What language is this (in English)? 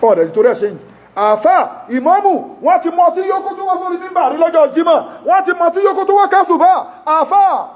Yoruba